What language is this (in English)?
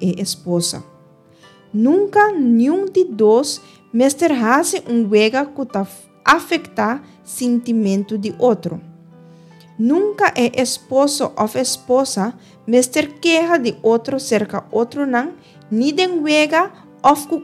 Papiamento